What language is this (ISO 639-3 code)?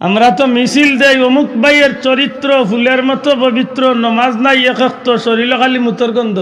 syl